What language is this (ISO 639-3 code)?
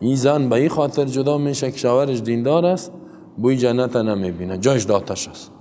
fas